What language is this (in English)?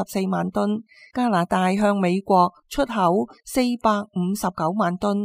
Cantonese